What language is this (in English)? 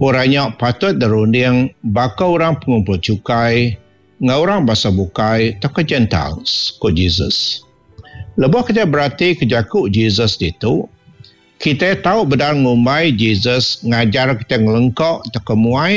Iban